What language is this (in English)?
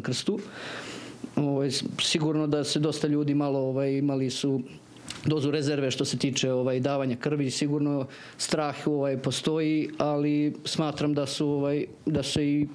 Serbian